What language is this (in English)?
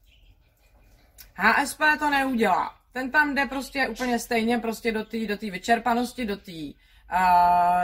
Czech